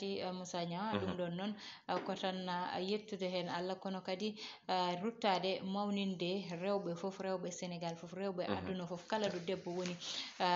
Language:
Fula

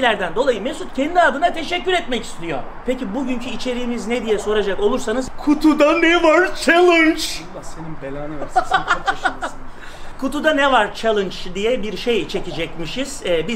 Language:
Turkish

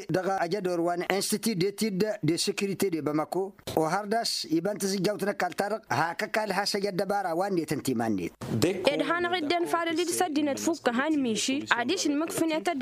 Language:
Tamasheq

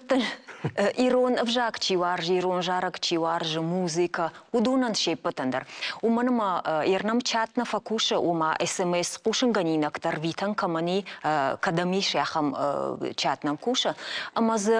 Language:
Ossetic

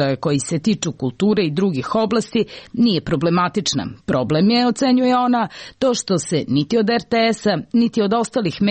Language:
Serbian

